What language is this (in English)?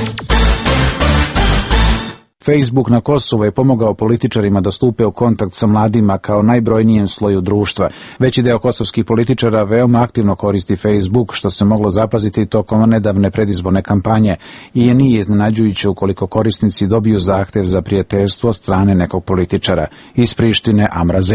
Serbian